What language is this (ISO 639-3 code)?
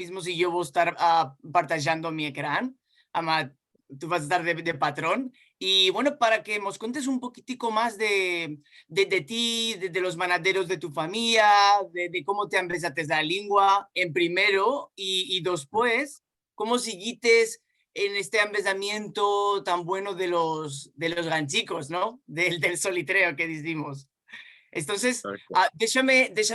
lad